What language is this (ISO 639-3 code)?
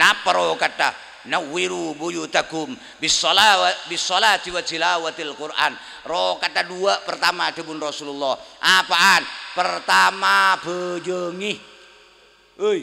mad